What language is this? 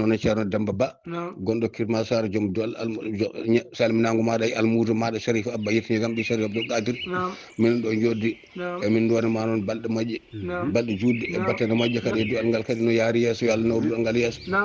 Fula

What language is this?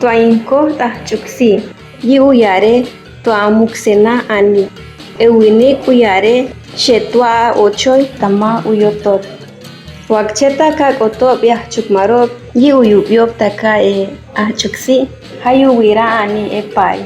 Chortí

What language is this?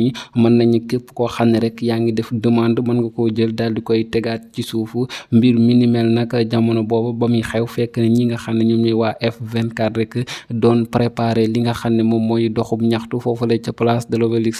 Wolof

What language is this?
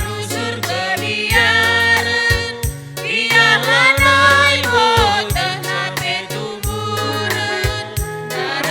Batak Karo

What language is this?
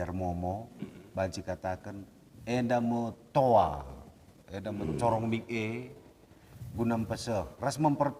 Batak Karo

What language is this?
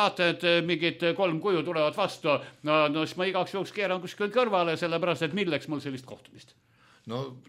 Estonian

